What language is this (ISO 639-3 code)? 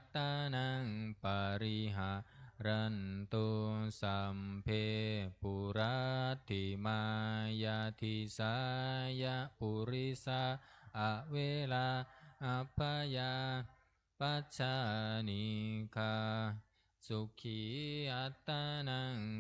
pli